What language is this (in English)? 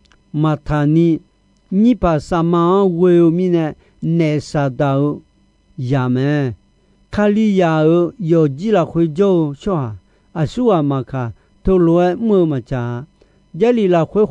Akha